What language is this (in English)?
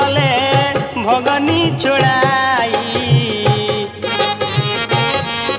Bhojpuri